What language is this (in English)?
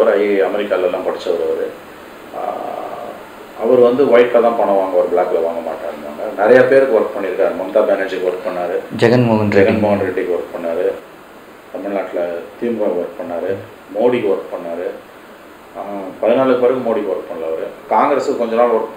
Tamil